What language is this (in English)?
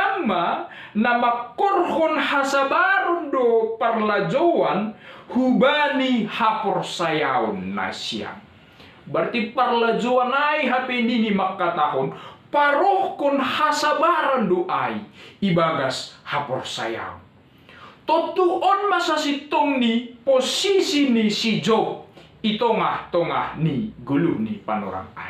Batak Simalungun